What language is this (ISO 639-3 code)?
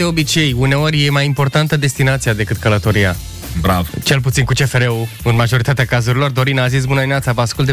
ron